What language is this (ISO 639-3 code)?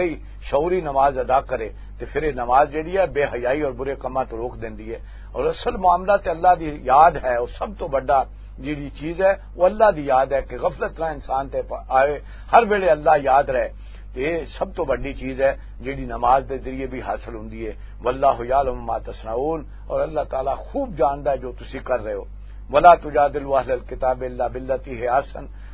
lah